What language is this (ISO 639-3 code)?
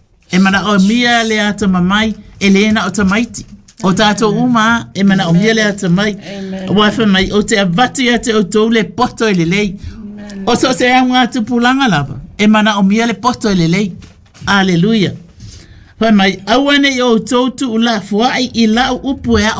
smo